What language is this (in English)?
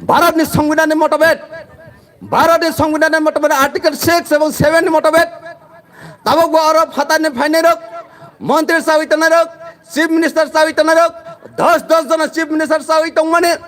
Kok Borok